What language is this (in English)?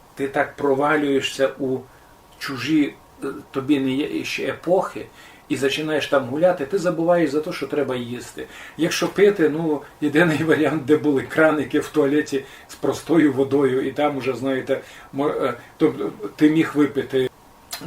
Rusyn